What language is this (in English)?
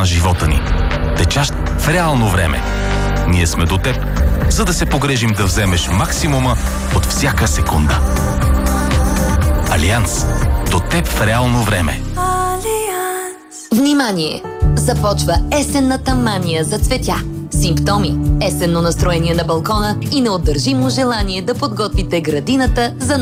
Bulgarian